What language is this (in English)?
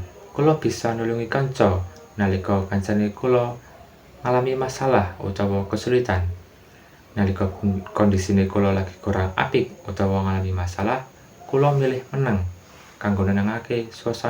Javanese